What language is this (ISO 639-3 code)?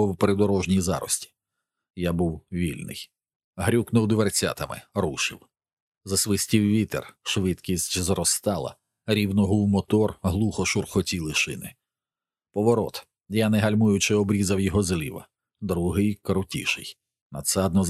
ukr